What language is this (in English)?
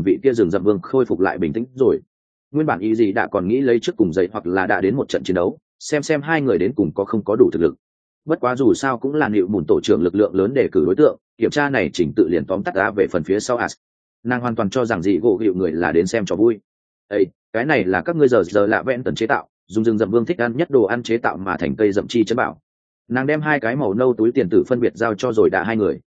Vietnamese